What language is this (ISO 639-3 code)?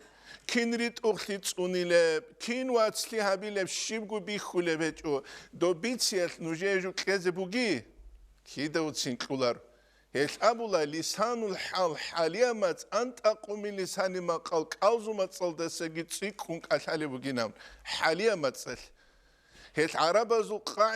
ava